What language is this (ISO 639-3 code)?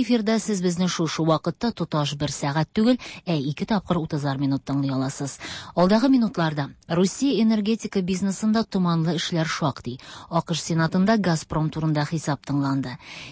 tat